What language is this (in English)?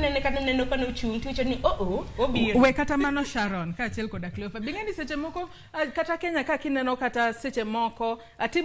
Luo (Kenya and Tanzania)